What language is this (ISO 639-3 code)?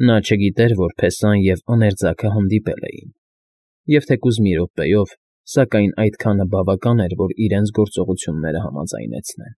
hye